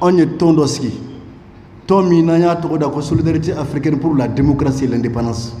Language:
Bambara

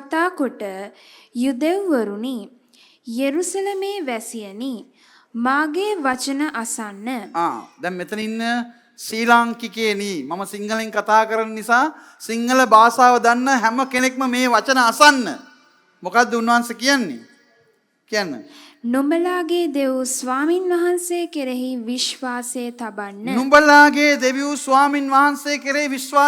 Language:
Sinhala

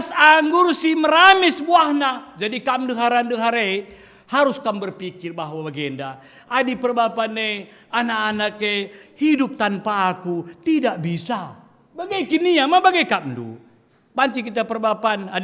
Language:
Batak Karo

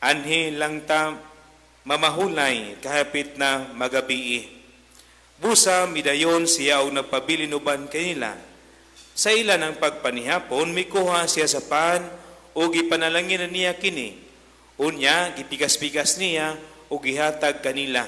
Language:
Cebuano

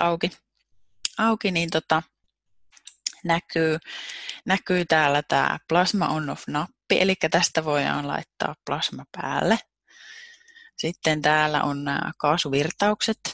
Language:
Finnish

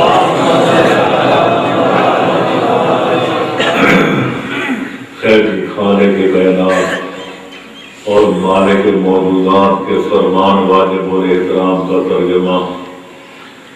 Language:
Urdu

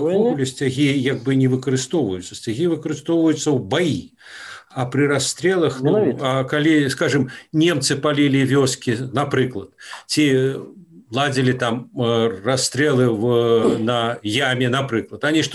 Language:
Belarusian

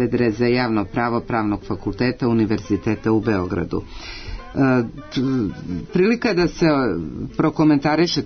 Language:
Serbian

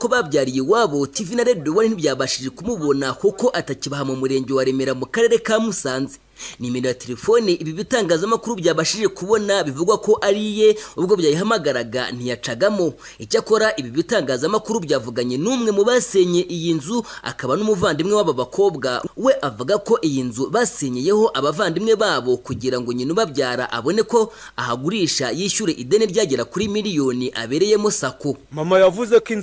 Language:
Kinyarwanda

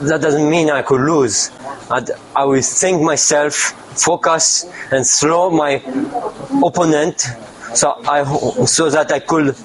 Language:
Bislama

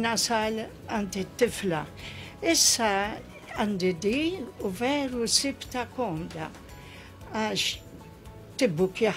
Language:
Maltese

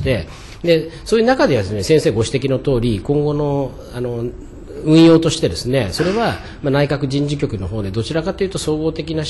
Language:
Japanese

